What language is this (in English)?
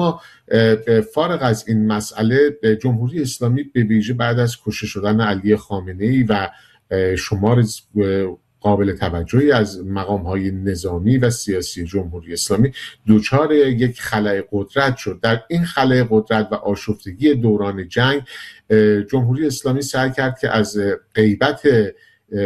Persian